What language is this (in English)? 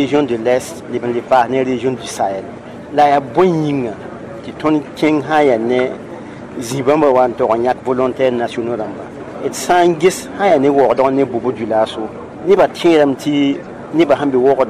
Mossi